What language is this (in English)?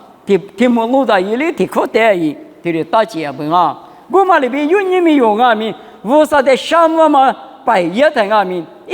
Lisu